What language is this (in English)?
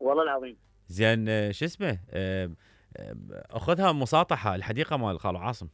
Mesopotamian Arabic